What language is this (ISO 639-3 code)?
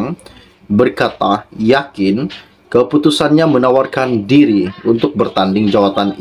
msa